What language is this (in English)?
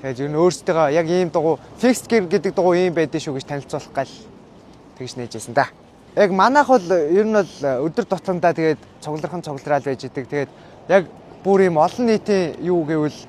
Mongolian